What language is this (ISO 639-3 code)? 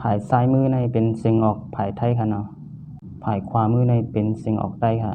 shn